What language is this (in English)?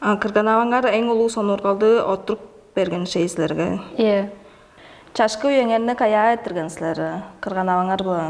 Tuvinian